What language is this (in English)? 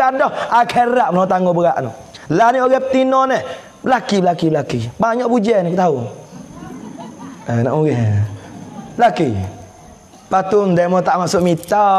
Pattani Malay